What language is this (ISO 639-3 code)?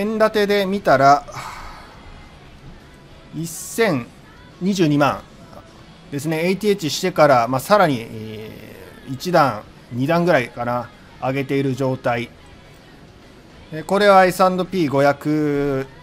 jpn